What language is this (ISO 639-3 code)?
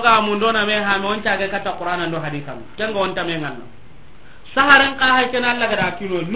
snk